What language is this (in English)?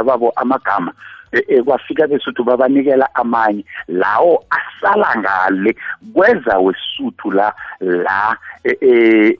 South Ndebele